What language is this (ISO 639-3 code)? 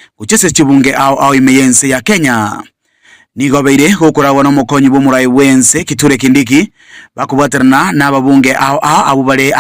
guz